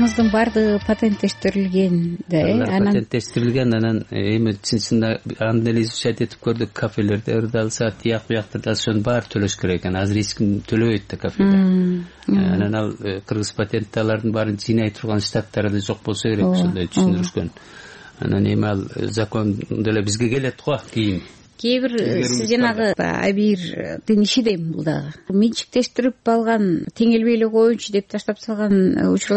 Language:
Kyrgyz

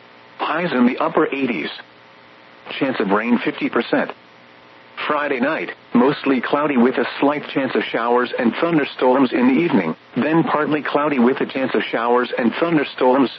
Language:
English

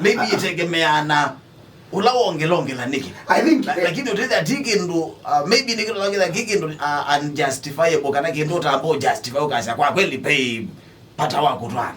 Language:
Kamba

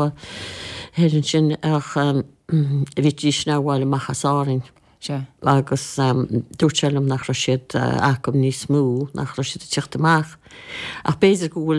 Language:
Irish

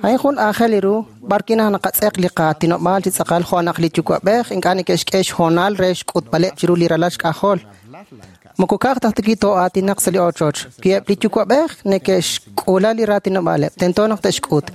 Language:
Kekchí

